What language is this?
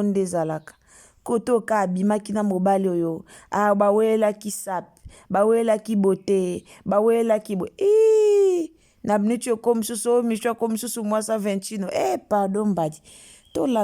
Lingala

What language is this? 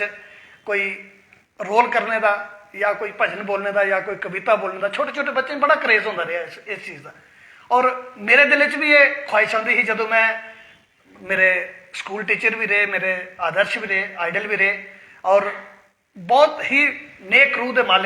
Dogri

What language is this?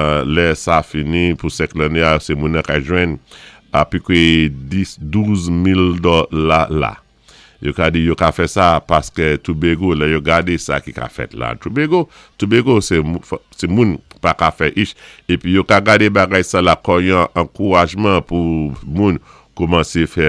Saint Lucian Creole French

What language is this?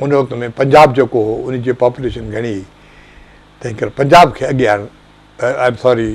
Sindhi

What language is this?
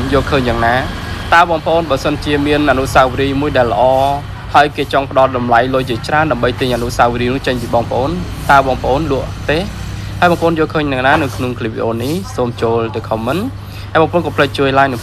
Khmer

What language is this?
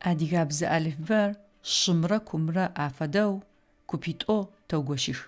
Adyghe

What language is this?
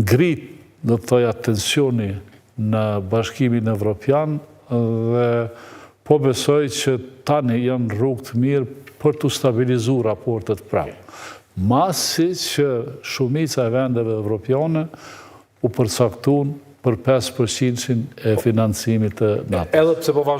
Albanian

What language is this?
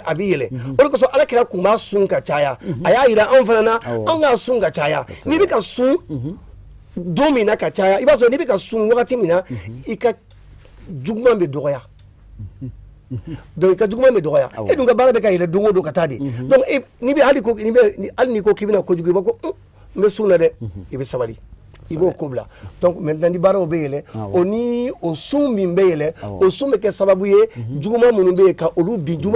Bambara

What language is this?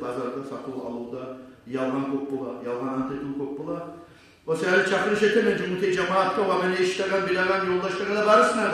Kumyk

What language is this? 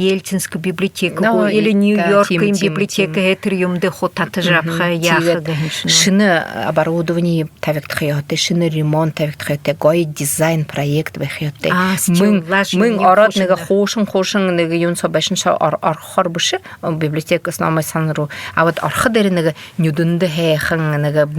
Buriat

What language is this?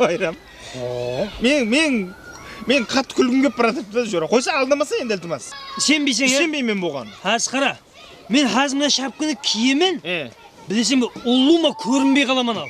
Kara-Kalpak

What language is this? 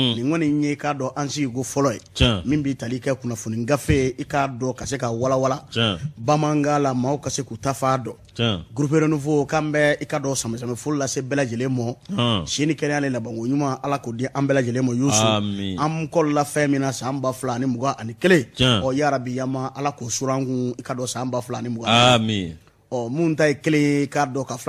Bambara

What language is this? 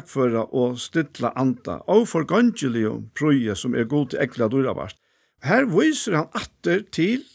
Faroese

